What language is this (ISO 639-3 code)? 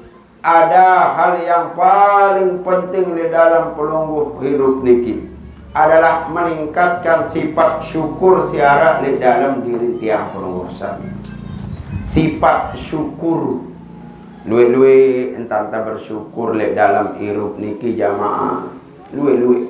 sas